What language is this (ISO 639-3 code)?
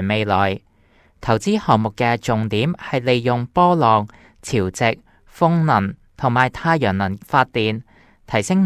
yue